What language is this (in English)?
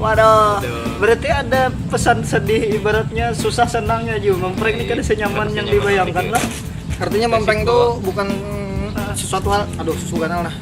Banjar